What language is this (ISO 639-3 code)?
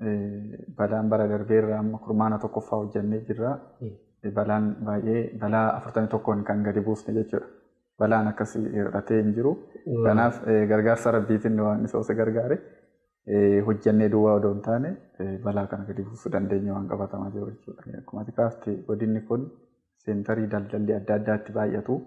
orm